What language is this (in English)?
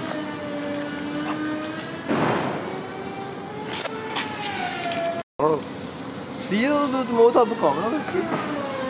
Norwegian